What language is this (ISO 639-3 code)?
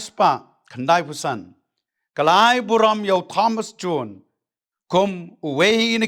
kha